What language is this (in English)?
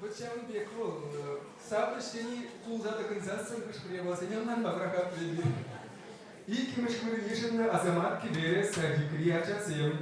Chuvash